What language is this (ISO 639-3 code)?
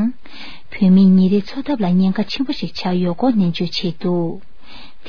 bod